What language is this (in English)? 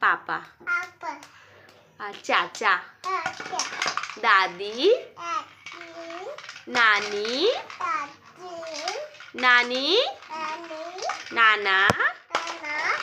Chhattisgarhi